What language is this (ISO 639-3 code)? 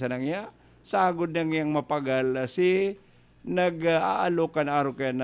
bik